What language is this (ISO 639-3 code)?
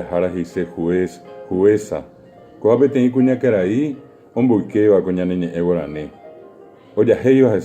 grn